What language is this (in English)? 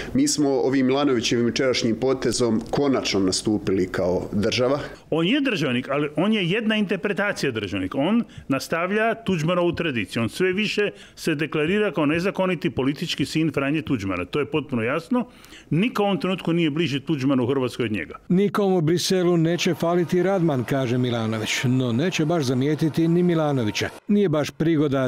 Croatian